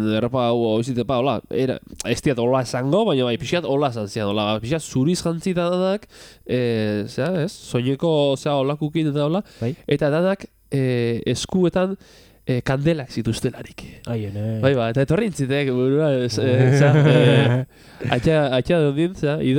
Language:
Basque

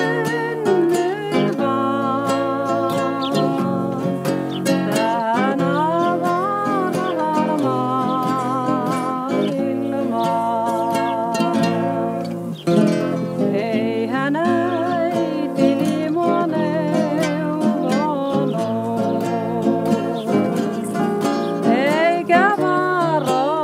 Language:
Finnish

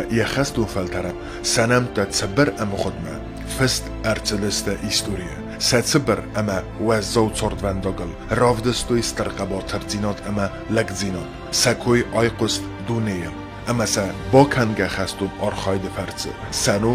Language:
Ossetic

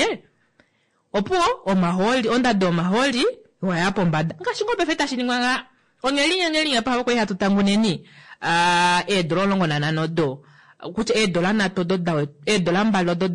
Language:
Kuanyama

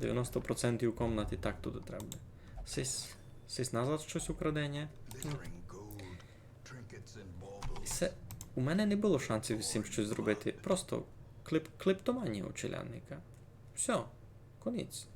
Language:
Rusyn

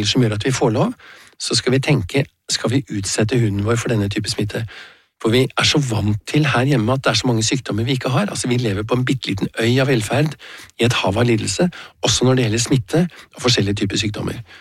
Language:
Norwegian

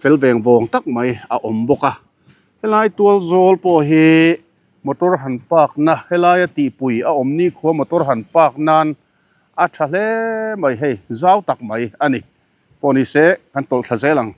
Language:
Mizo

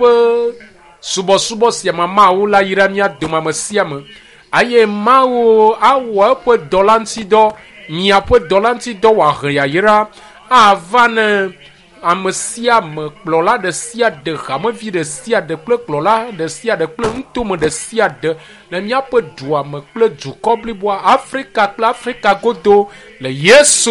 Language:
Ewe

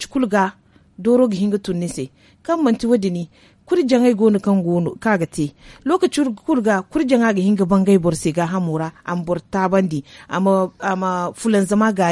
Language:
Zarma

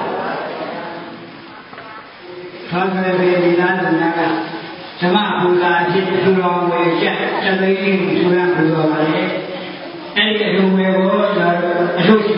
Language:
Burmese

